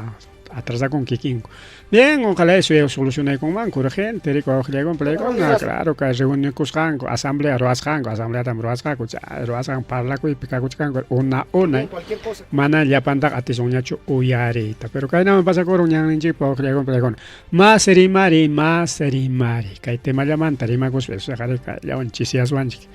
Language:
Ayacucho Quechua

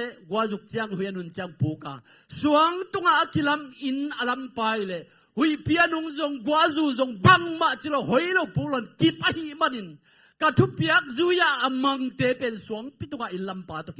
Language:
Tedim Chin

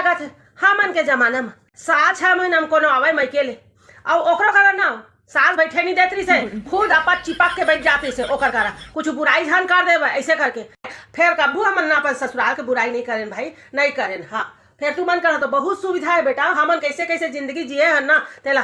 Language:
Chhattisgarhi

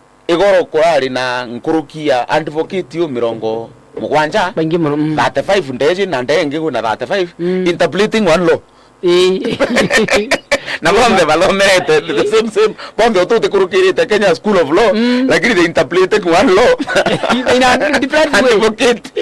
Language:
Meru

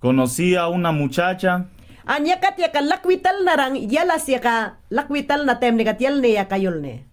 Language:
Mayangna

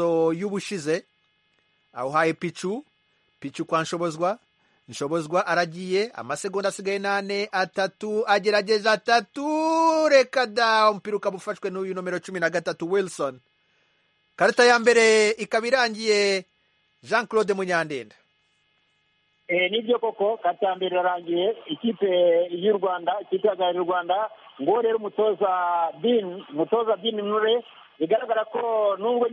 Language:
Kinyarwanda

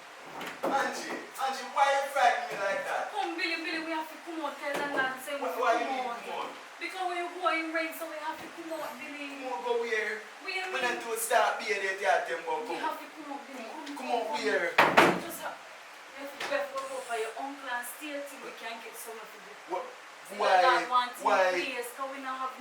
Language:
Jamaican Creole English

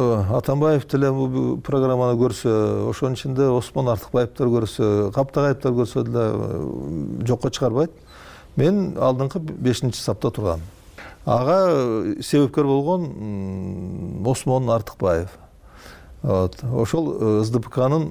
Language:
Kyrgyz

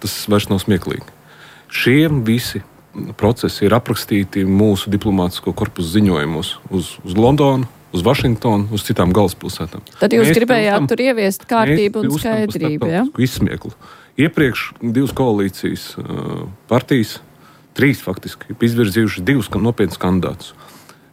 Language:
Latvian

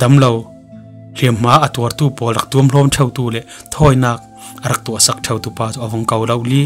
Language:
Falam Chin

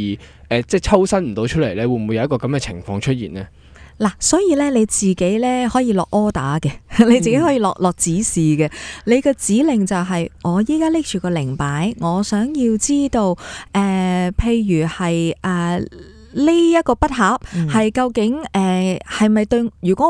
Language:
Cantonese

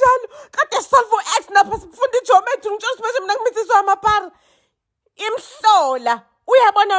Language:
Zulu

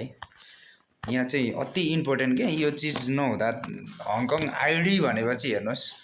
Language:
Nepali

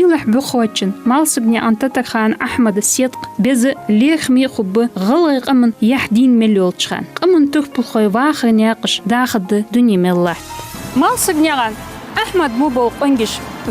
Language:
Ingush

